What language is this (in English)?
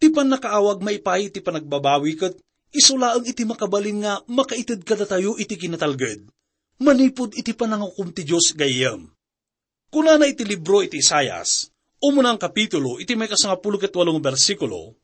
Iloko